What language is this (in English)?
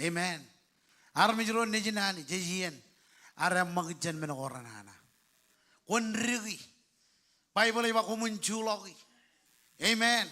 Marshallese